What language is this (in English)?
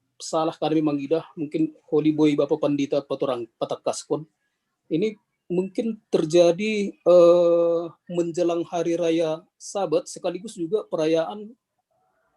Batak Simalungun